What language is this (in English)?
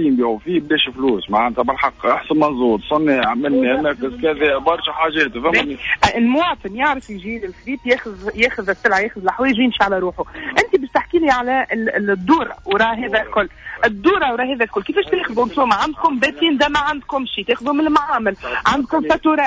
Tunisian Arabic